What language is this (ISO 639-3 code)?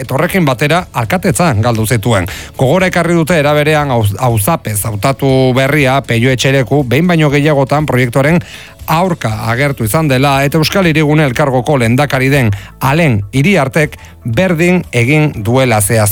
eus